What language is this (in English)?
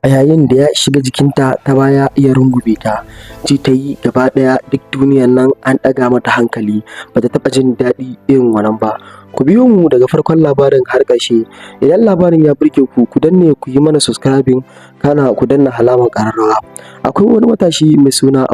Hausa